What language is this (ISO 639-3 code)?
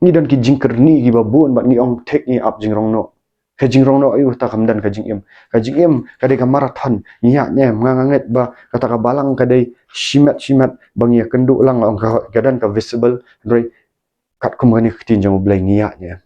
kha